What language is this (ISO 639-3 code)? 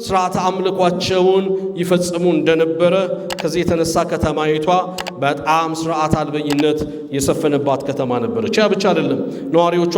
amh